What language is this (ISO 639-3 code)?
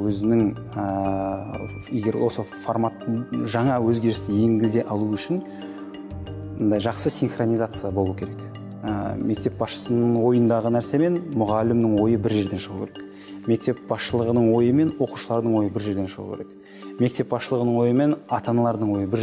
kaz